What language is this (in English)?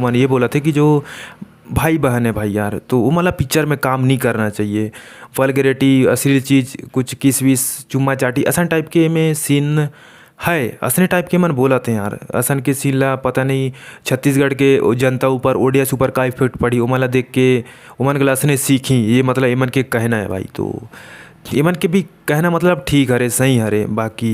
Chhattisgarhi